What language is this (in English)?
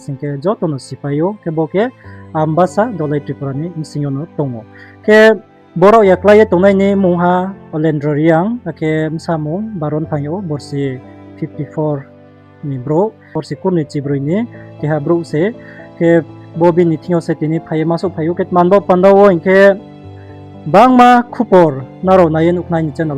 Riang (India)